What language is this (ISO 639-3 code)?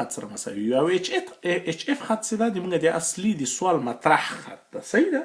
pus